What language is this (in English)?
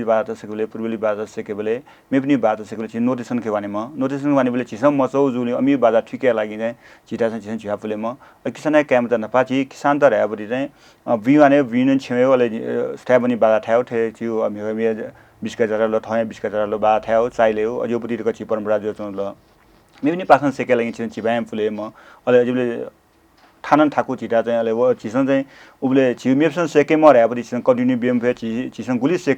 Newari